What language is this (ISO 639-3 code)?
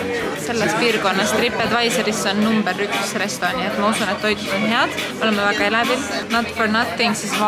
est